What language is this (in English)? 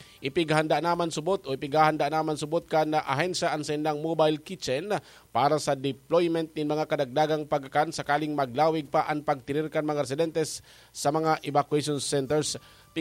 Bikol